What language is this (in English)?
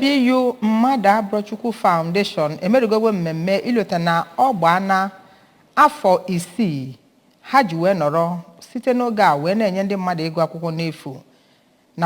Igbo